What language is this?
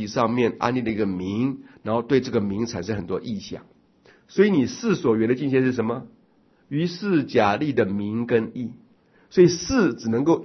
Chinese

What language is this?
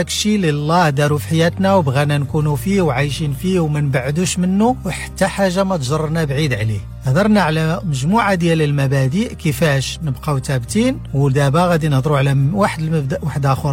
Moroccan Arabic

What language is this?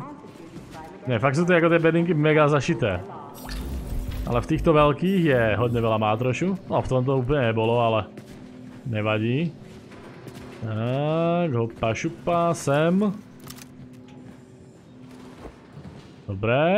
Slovak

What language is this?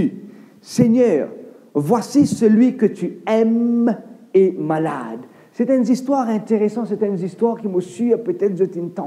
Morisyen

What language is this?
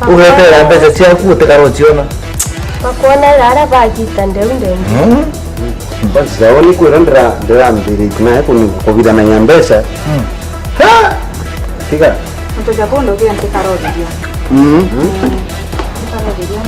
Meru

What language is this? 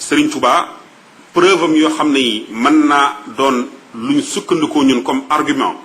Wolof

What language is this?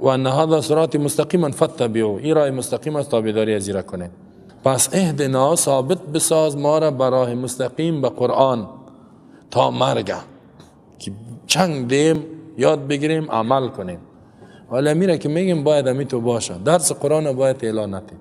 Persian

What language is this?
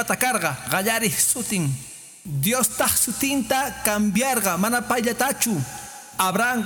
Quechua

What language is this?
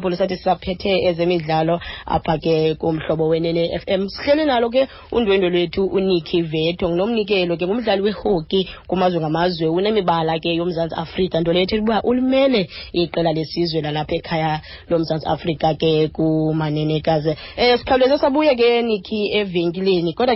Xhosa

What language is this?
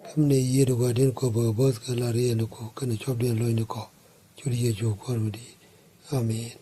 Nuer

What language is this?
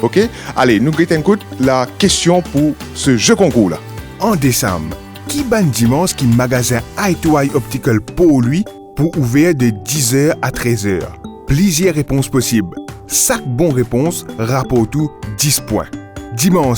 Morisyen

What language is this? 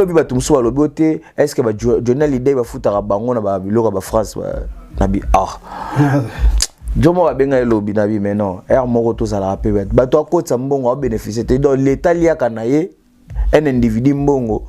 Lingala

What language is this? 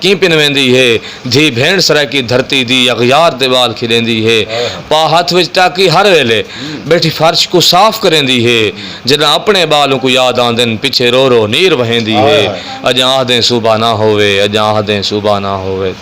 Saraiki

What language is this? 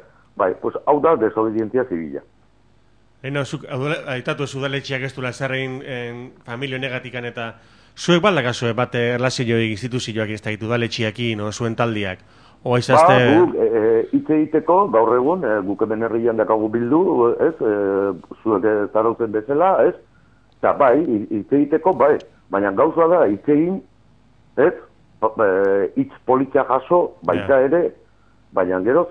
Basque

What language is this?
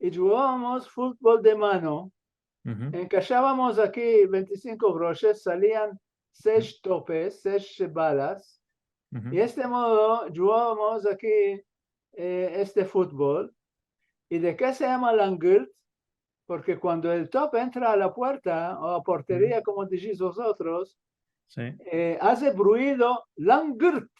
Ladino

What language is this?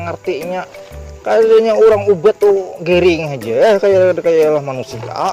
Banjar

